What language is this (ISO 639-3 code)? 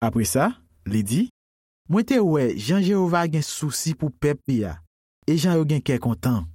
hat